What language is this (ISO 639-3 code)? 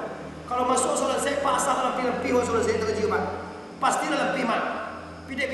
min